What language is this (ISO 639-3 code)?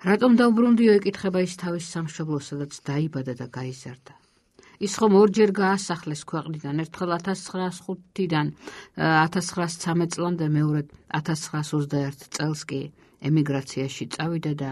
kat